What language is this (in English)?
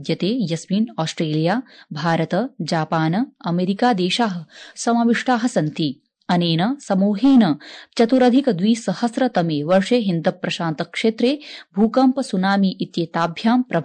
Sanskrit